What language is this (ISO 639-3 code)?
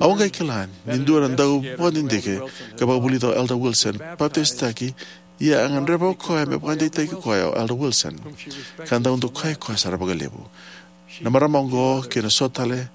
fij